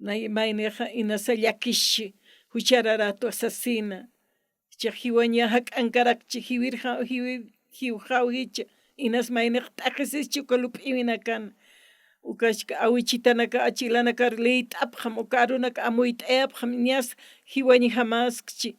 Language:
Aymara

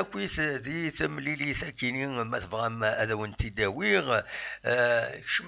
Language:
Kabyle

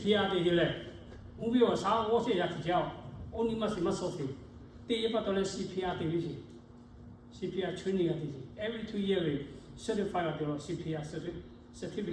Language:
Lahu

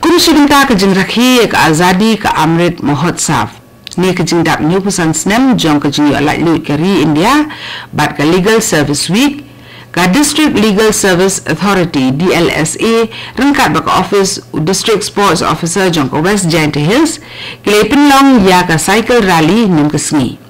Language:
Khasi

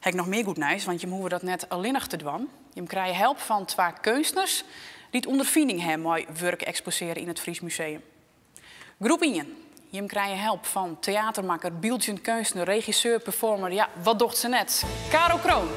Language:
Western Frisian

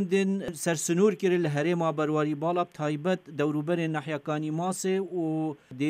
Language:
Kurdish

